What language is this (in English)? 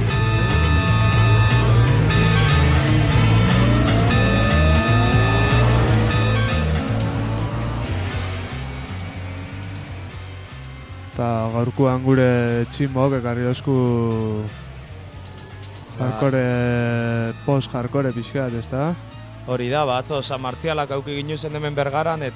Basque